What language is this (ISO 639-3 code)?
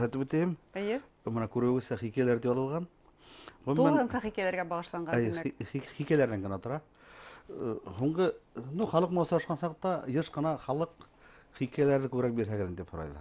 bak